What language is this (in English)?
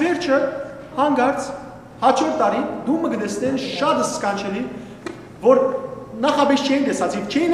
Western Armenian